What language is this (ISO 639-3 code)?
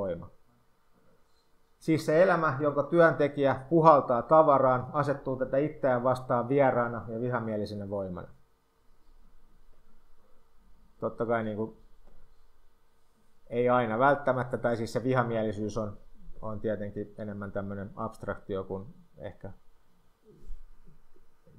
fin